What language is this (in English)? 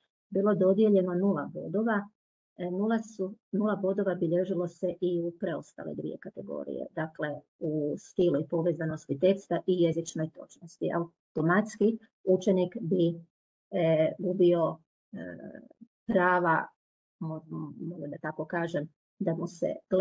Croatian